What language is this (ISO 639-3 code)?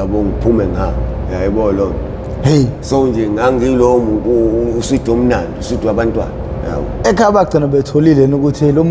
zul